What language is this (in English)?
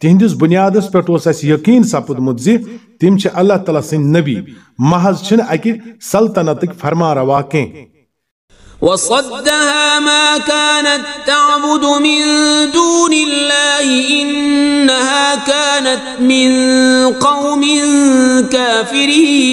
Kashmiri